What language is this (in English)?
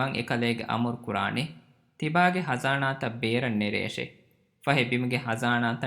Divehi